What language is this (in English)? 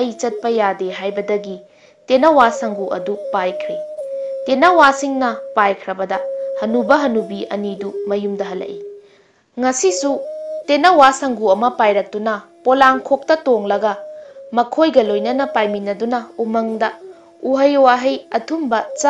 Manipuri